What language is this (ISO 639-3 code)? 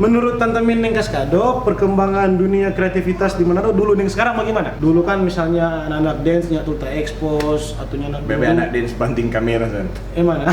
xmm